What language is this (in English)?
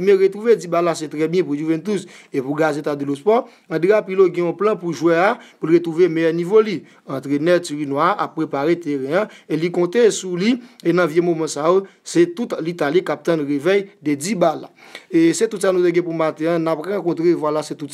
Haitian Creole